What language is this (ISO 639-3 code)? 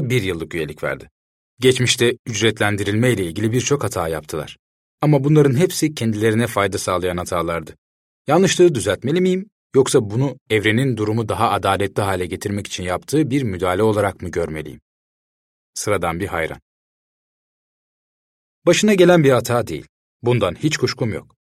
tur